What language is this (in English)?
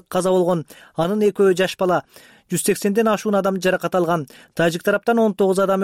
Kyrgyz